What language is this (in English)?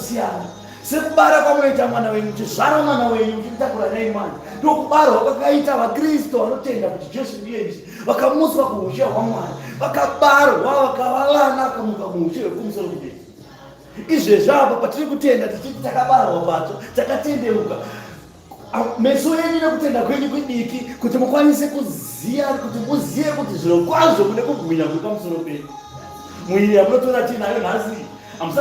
Shona